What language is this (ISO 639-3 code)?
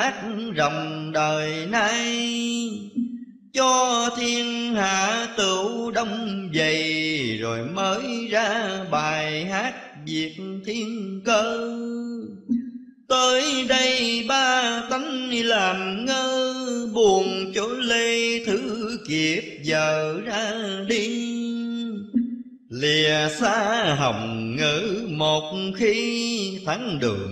vie